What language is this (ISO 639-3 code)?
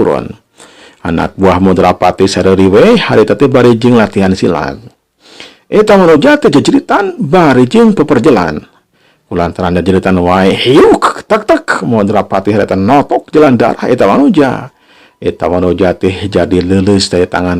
sun